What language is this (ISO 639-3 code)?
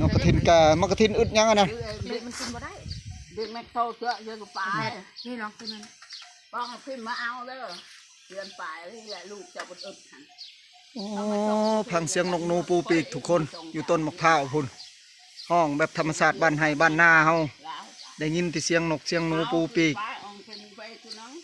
tts